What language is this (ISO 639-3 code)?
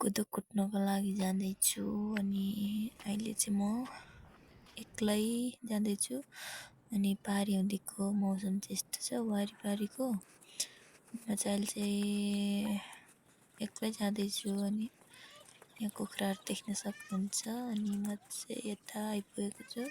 nep